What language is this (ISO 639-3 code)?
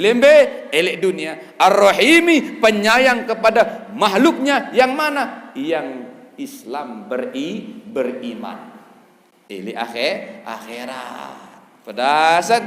sas